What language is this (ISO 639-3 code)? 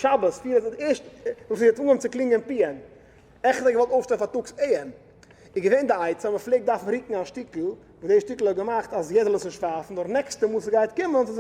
yid